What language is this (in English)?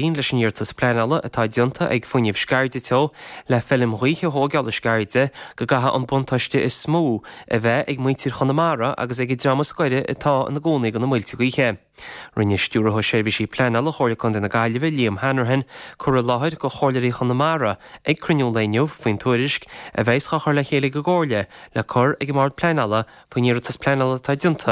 Irish